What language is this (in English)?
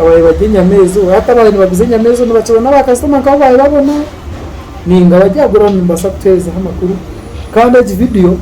Nyankole